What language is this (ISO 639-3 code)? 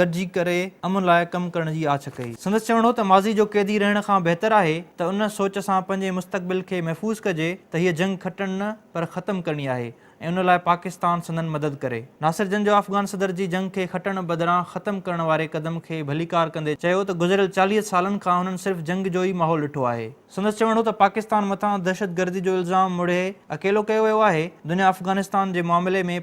snd